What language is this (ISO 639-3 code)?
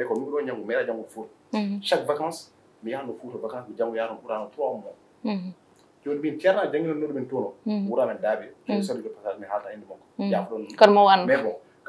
ful